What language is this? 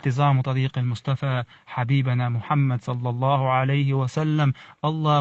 Chechen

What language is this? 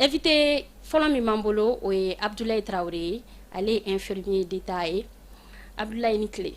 Bambara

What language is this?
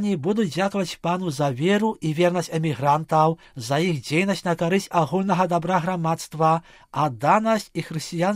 Belarusian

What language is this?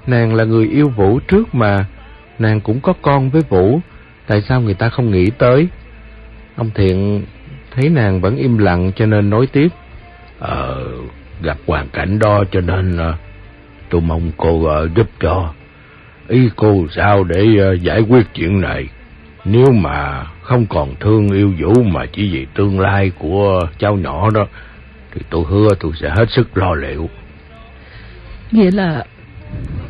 Vietnamese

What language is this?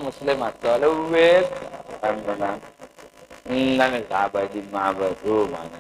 Madurese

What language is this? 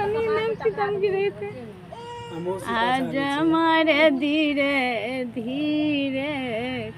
Maithili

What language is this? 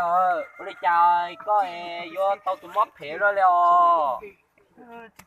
Hmong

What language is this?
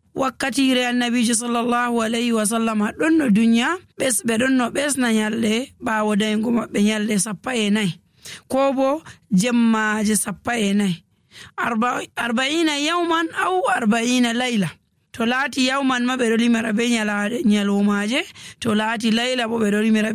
Nigerian Fulfulde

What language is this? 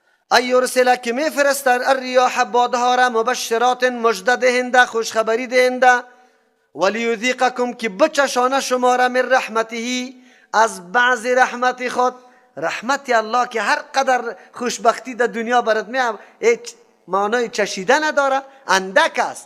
Persian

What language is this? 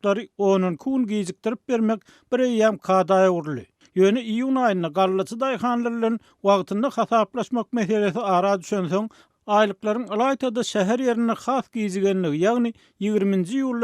Turkmen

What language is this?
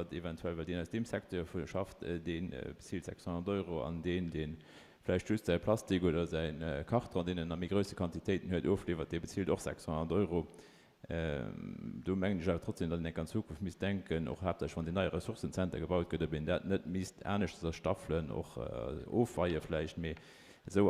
Luxembourgish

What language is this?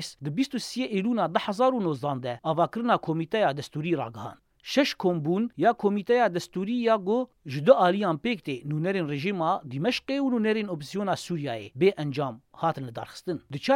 Kurdish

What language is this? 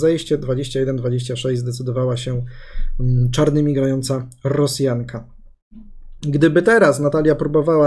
Polish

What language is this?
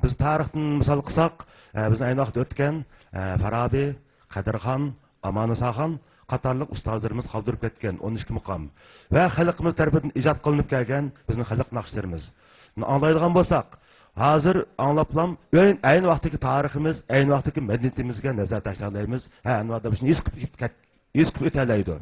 Uyghur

